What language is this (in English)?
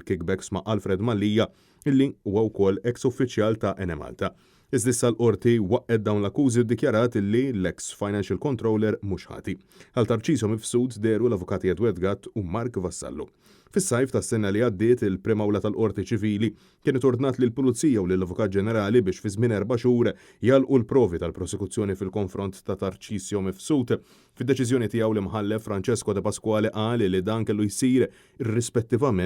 Maltese